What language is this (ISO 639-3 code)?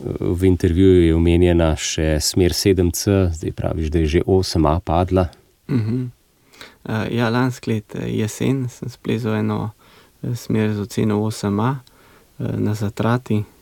slv